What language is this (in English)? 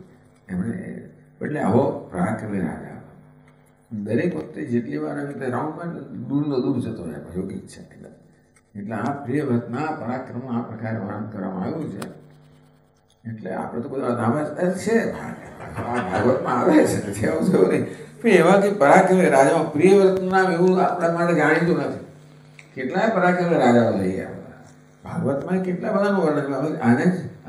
Gujarati